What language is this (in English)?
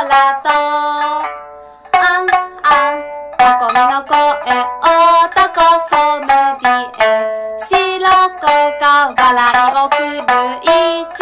Japanese